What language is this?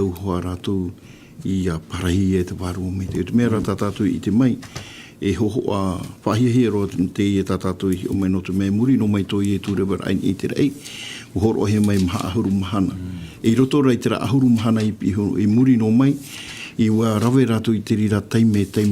Tahitian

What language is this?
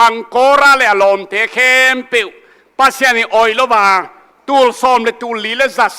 Tedim Chin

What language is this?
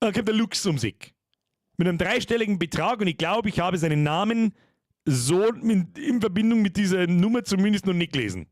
Bavarian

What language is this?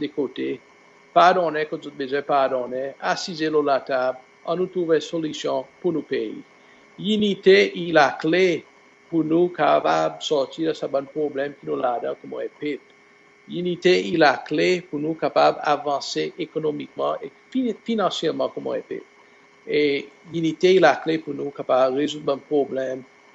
Seselwa Creole French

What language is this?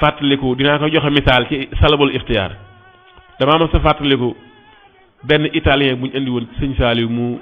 Wolof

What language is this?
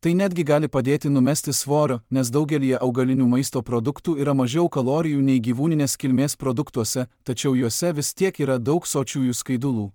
Lithuanian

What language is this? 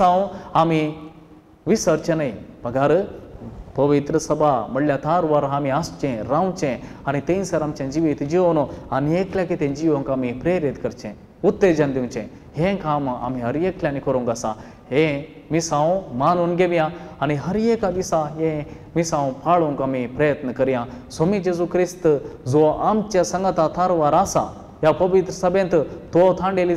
Konkani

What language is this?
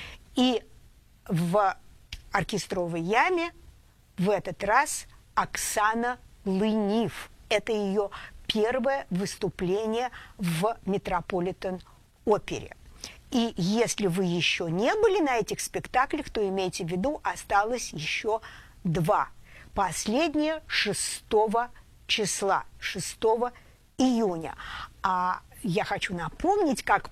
Russian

